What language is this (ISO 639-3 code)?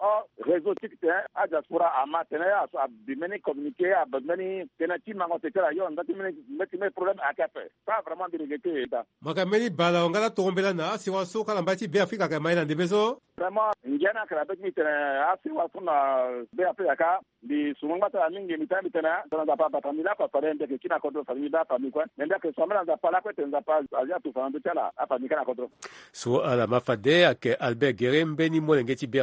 sag